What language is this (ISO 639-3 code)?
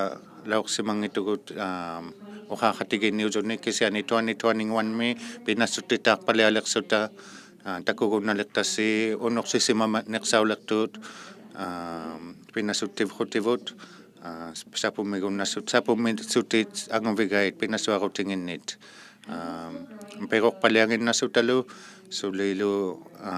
iku